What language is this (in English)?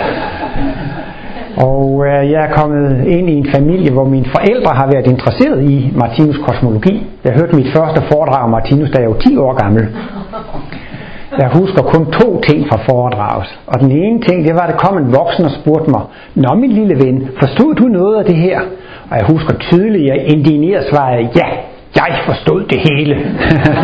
Danish